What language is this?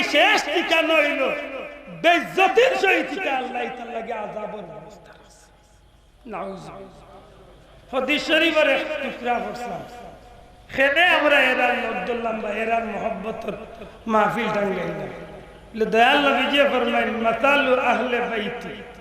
Sylheti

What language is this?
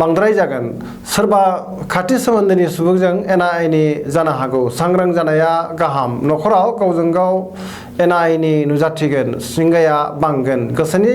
Bodo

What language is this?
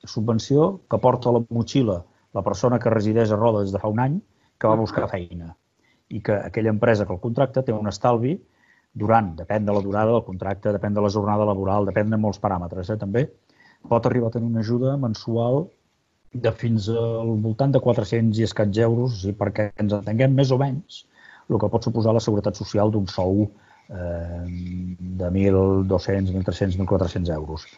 Catalan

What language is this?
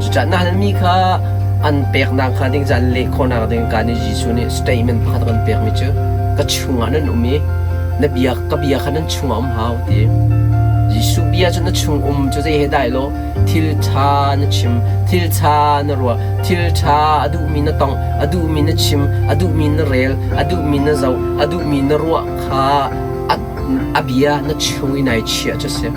Hakha Chin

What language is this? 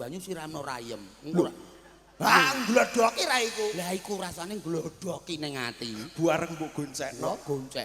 Javanese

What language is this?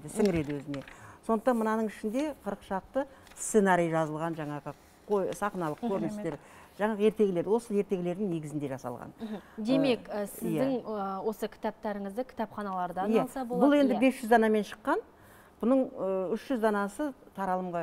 Kazakh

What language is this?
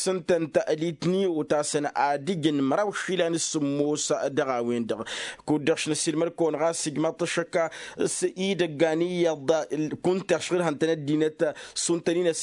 Tamasheq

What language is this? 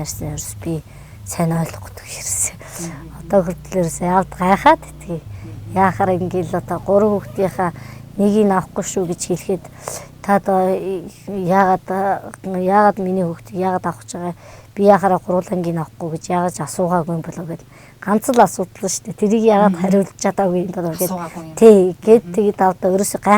Mongolian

